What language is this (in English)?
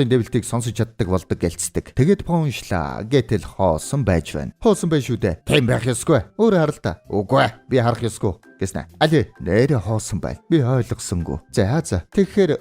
Mongolian